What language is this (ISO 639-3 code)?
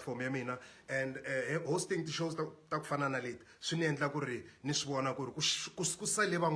tso